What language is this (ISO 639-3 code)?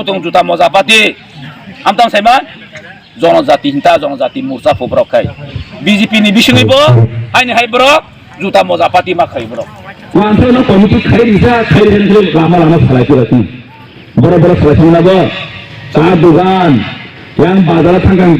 trp